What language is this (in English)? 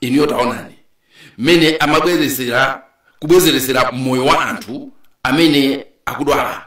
Nyanja